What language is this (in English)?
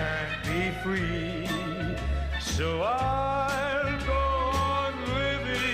Bikol